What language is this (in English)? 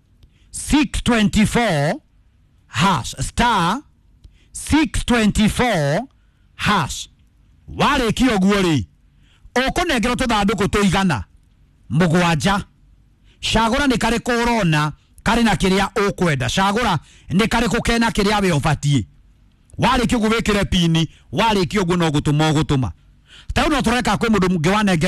Kikuyu